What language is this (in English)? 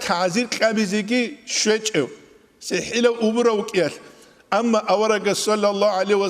Avaric